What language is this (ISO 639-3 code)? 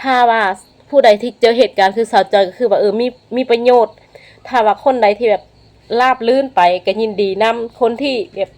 lao